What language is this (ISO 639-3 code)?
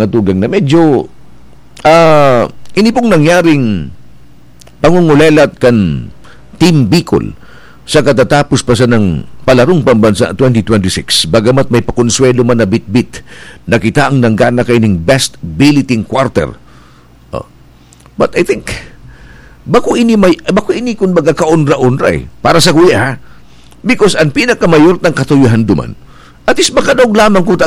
bik